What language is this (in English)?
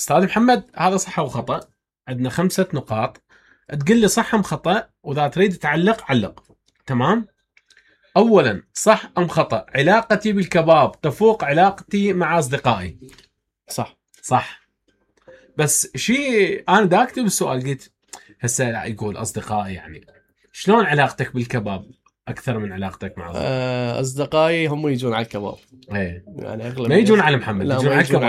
Mesopotamian Arabic